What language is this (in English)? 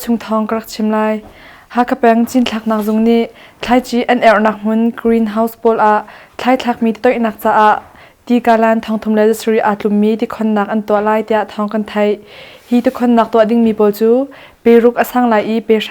Hakha Chin